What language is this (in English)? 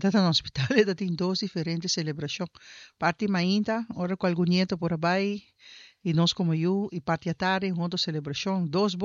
Papiamento